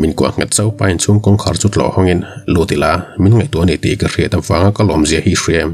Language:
Mizo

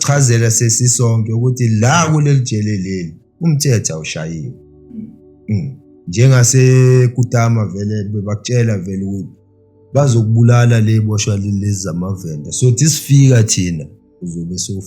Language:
Zulu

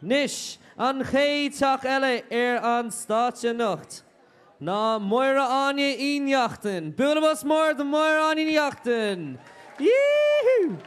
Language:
Irish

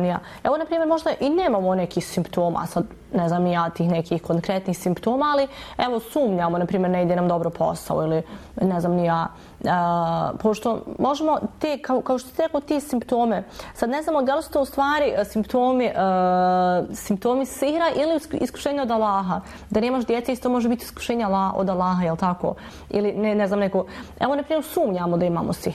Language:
Bosnian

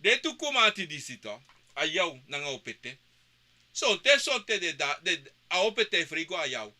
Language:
Sranan Tongo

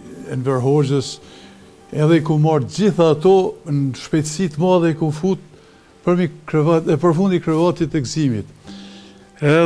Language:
Albanian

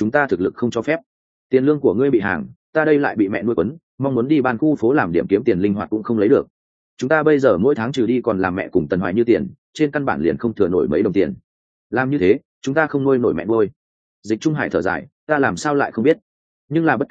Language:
Vietnamese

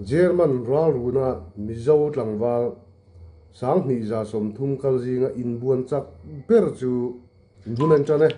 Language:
Mizo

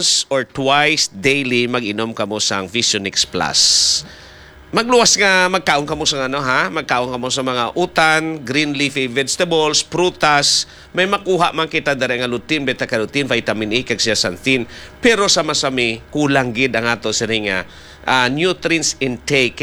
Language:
Hiligaynon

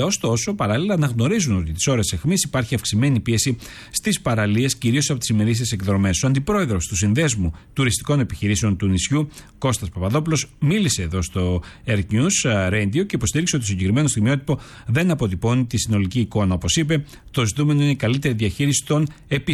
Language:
Greek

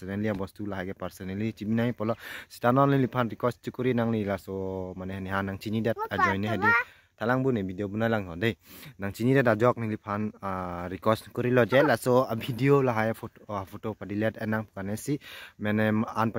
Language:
Karbi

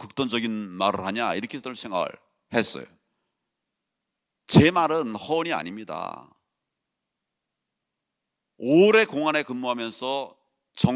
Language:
Korean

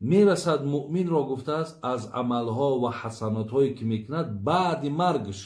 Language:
Tajik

